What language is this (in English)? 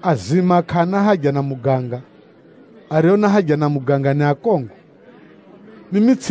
Swahili